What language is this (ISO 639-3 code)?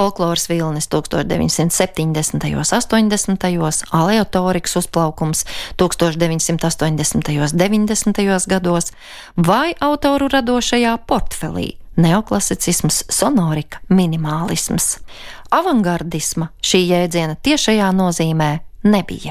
lav